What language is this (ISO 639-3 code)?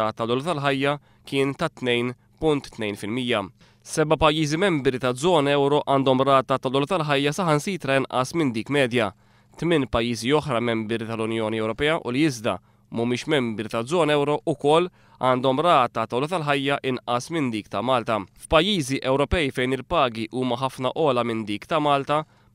mlt